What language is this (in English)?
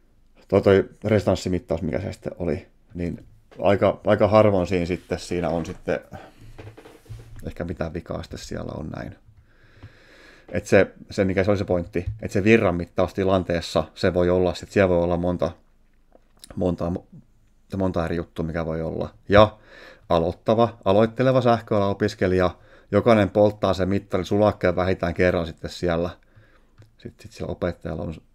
Finnish